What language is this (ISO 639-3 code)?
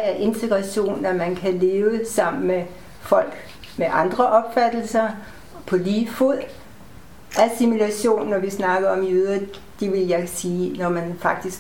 dan